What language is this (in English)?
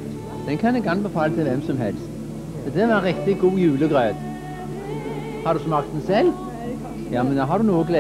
Norwegian